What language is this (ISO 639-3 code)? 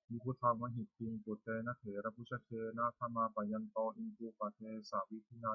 pli